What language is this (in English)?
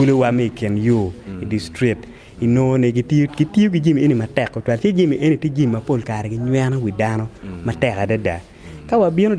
Acoli